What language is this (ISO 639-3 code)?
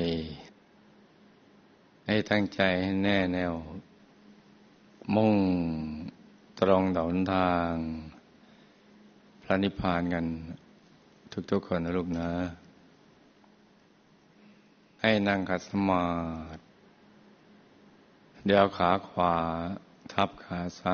tha